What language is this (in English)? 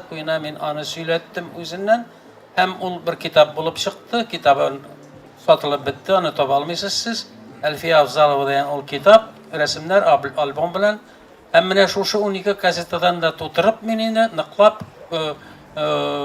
Tatar